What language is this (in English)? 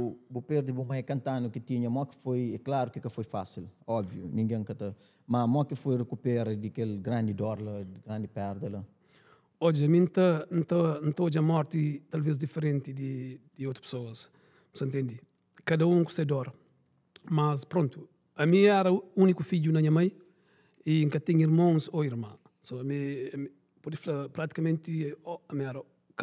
Kabuverdianu